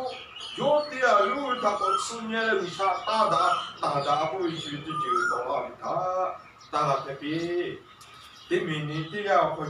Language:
Lahu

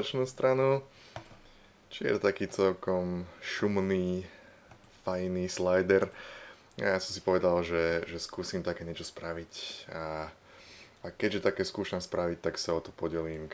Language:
Slovak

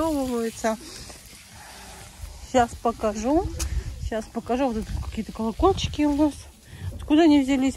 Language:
Russian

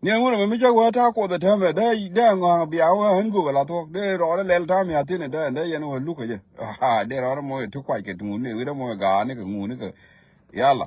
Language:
Nuer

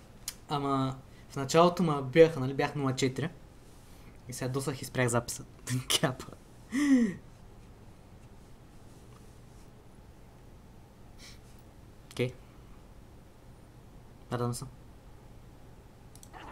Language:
Bulgarian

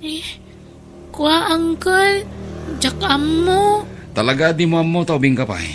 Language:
Iloko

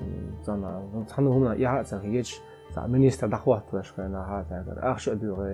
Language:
Chechen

